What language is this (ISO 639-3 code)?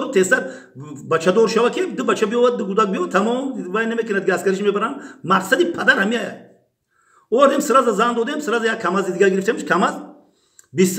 tgk